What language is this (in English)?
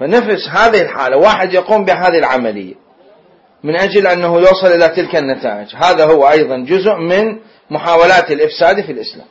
Mesopotamian Arabic